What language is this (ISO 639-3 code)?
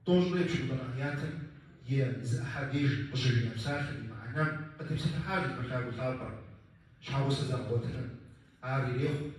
kbd